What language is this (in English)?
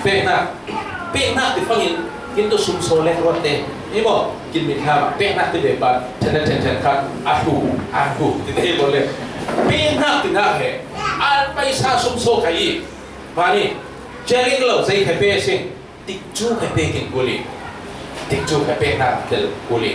Falam Chin